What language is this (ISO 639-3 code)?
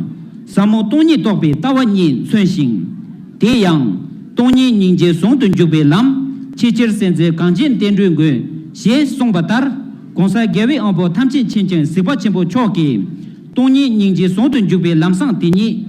bod